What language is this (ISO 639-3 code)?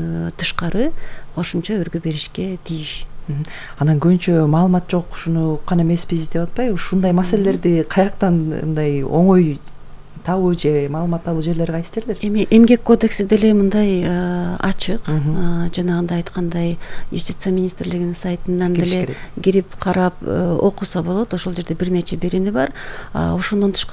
kir